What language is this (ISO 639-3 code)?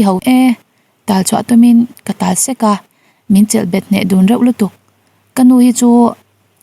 lus